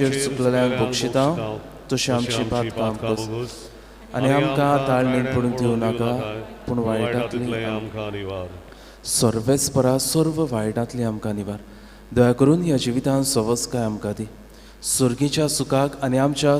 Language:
Konkani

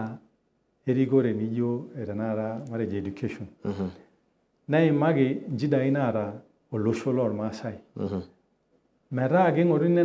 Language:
Masai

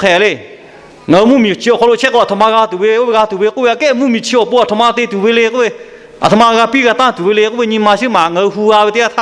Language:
Lahu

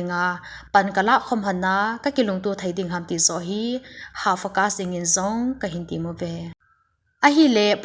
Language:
Thado Chin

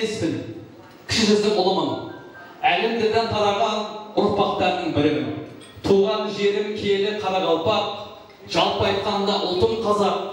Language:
Kara-Kalpak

